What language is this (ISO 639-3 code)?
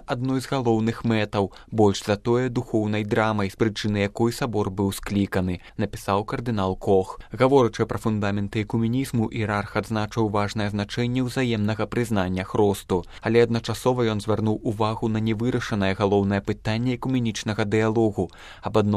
bel